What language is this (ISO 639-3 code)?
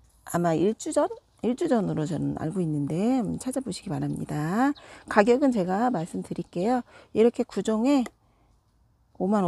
kor